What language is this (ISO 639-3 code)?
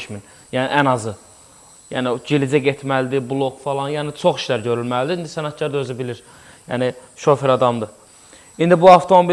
aze